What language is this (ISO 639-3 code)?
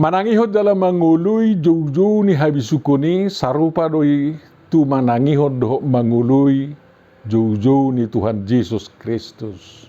bbc